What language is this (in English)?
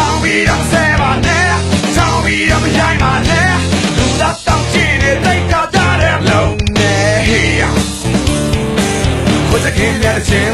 Burmese